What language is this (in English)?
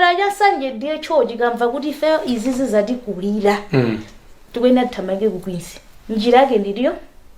Nyanja